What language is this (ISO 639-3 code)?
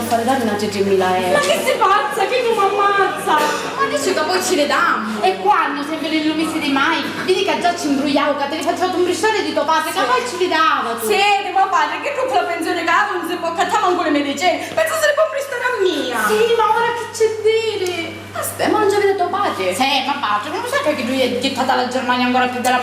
scn